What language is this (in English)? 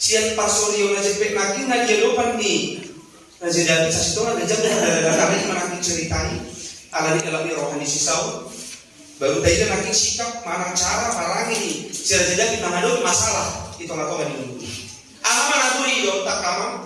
Batak Toba